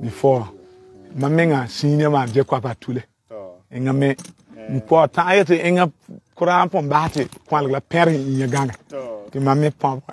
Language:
Frafra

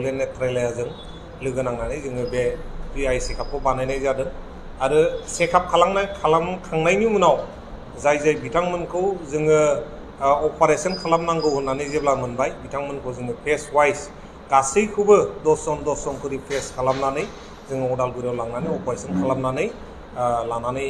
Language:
Bodo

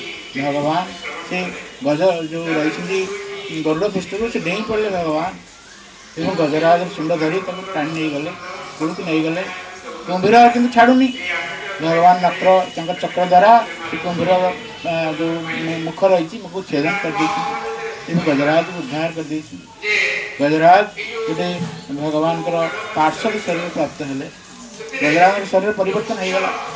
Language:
Odia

